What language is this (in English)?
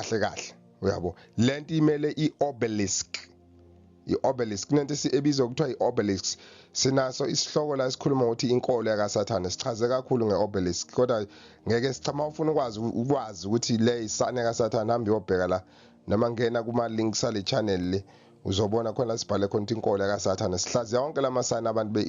Zulu